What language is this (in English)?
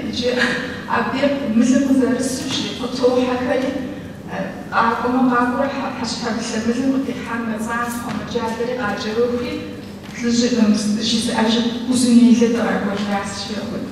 Kabardian